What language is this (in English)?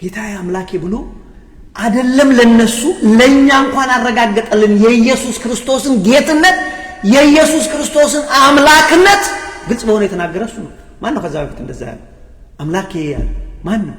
Amharic